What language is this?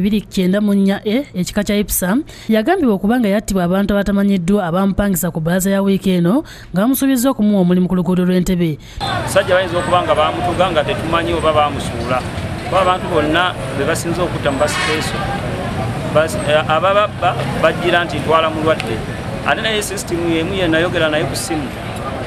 Ganda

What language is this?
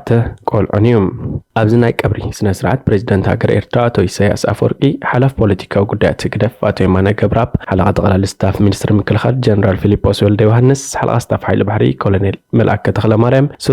Tigrinya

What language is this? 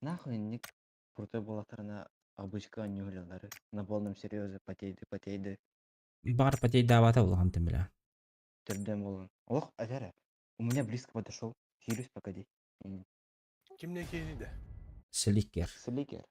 Yakut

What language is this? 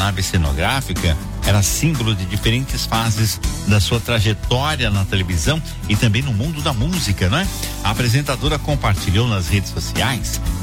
Portuguese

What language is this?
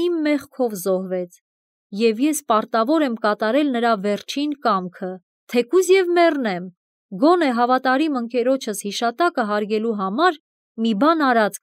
Armenian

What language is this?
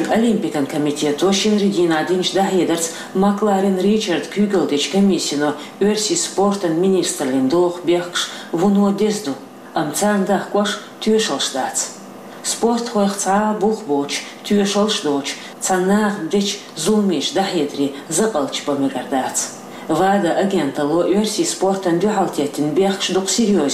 Chechen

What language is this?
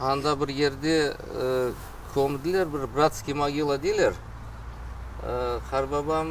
Crimean Tatar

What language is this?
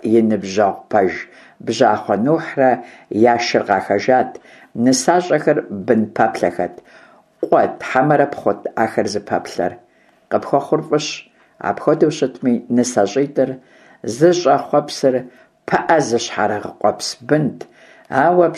Kabardian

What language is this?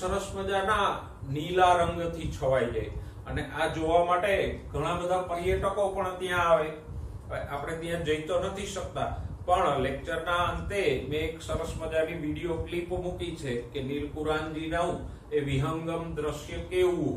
Gujarati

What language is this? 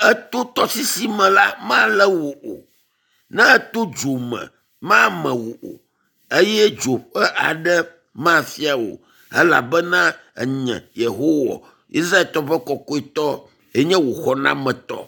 Ewe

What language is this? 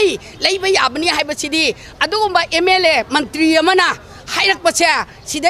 Manipuri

